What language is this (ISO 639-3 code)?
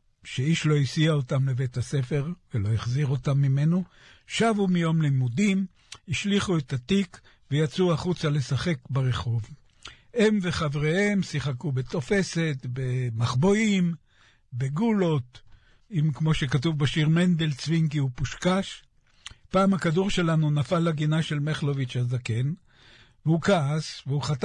heb